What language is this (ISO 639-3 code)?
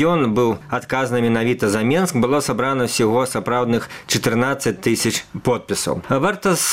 bel